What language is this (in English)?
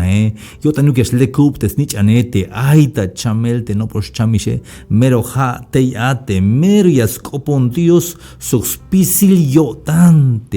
Tzeltal